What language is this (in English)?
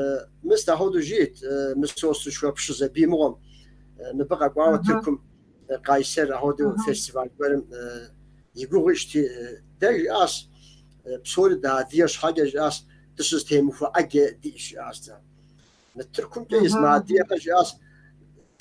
Kabardian